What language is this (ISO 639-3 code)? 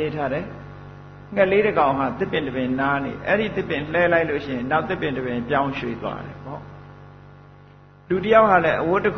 mya